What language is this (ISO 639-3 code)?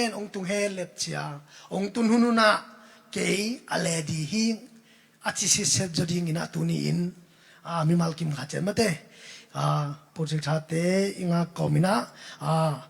ctd